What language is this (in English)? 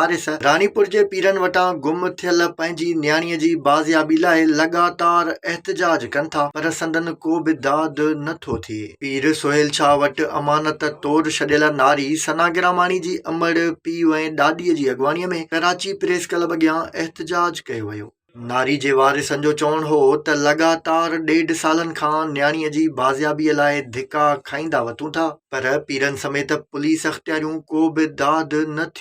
Sindhi